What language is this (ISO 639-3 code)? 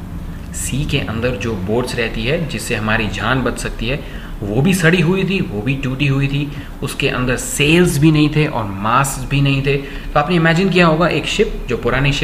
hin